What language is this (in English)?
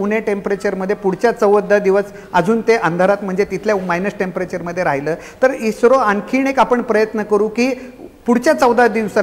Marathi